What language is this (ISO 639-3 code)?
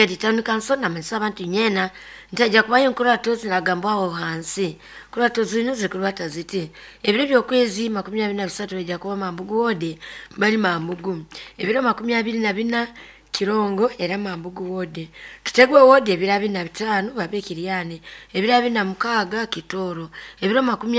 nyo